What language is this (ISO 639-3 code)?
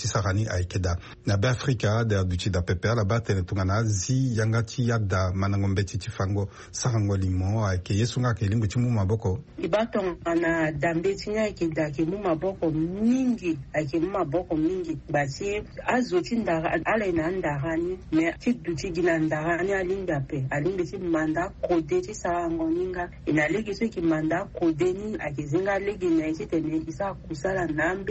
sag